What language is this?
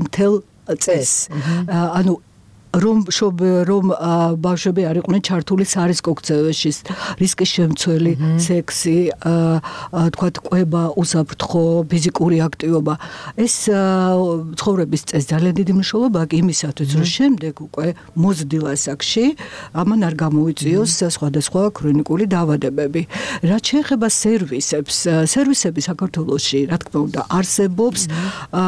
Georgian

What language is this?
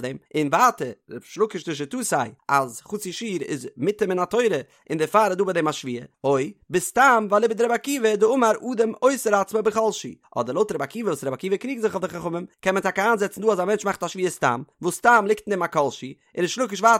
Yiddish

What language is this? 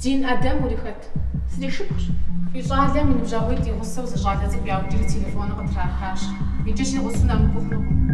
Kabardian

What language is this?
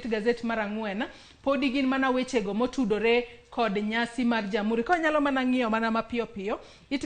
Luo (Kenya and Tanzania)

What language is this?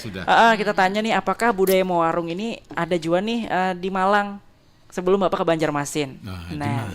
Banjar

